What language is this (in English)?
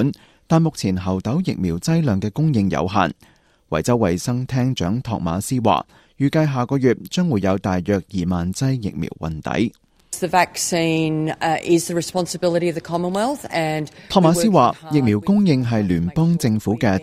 Cantonese